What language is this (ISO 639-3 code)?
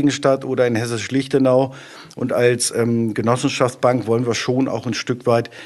deu